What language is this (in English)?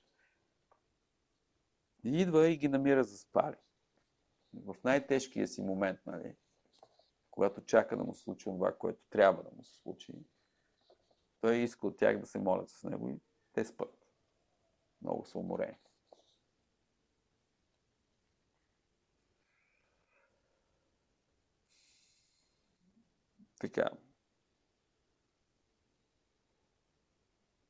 Bulgarian